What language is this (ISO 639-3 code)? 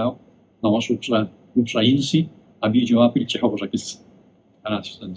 kbd